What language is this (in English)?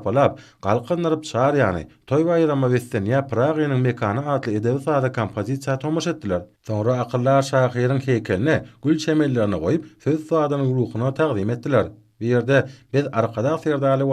Turkmen